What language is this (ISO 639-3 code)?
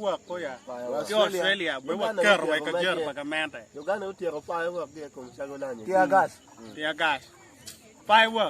ach